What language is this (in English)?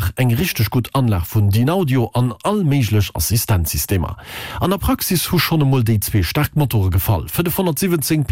Luxembourgish